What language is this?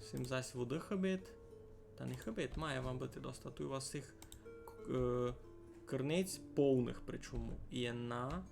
Rusyn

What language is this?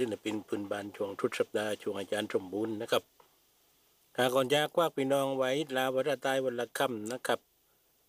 Thai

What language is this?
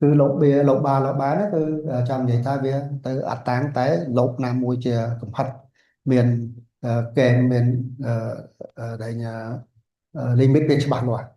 Khmer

